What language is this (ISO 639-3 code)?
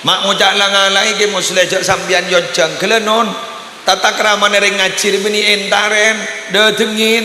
mad